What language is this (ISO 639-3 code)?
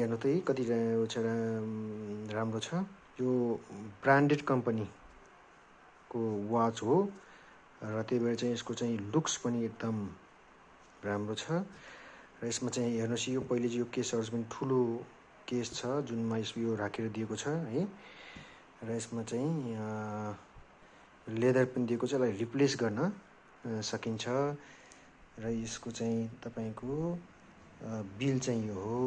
nep